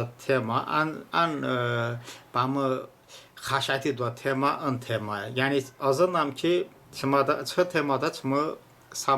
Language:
Talysh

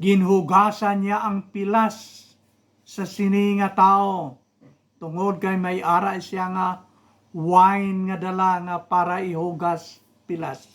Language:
Hiligaynon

